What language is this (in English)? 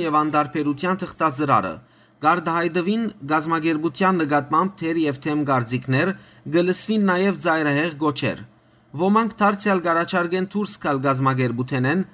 Western Armenian